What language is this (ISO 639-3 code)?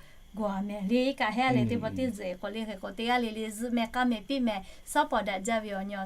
lhu